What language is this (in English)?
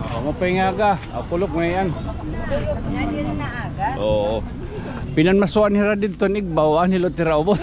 Waray